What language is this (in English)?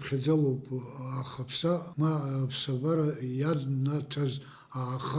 Abkhazian